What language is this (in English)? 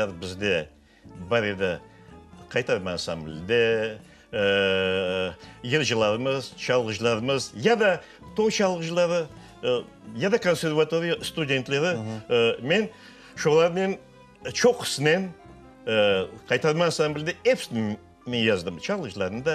Crimean Tatar